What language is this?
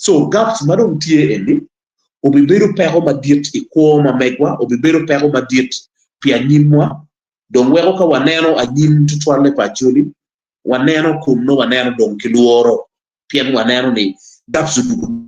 Acoli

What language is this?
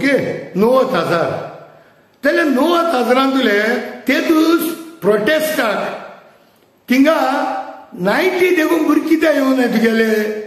Konkani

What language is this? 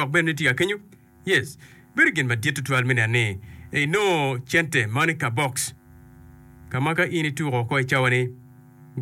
Acoli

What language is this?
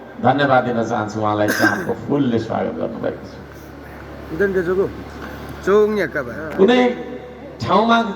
Nepali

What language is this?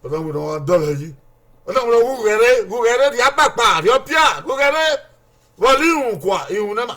Bini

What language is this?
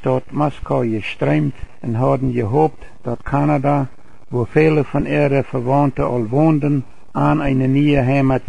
Plautdietsch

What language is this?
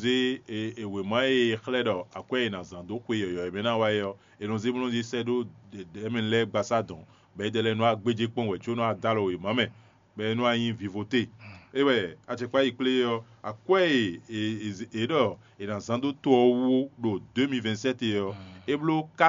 Fon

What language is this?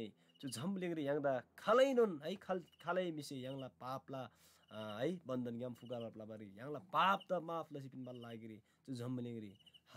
Eastern Tamang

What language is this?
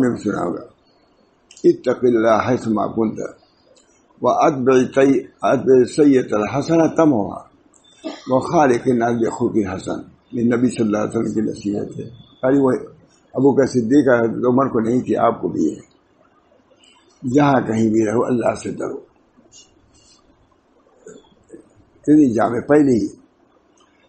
Urdu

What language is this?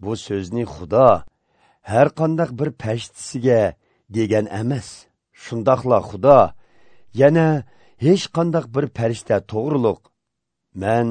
Uyghur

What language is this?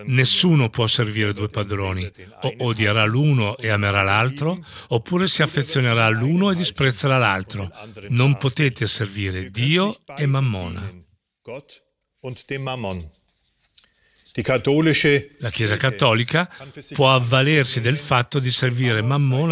Italian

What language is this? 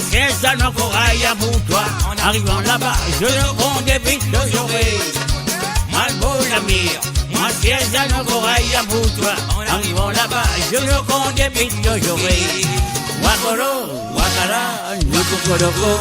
Morisyen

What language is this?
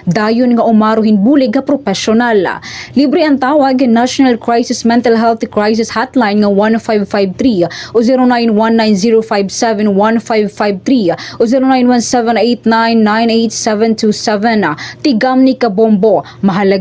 Waray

